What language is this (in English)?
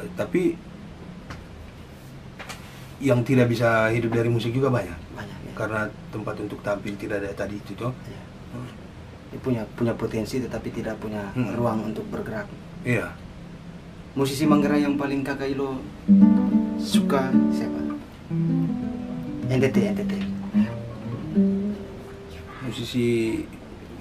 Indonesian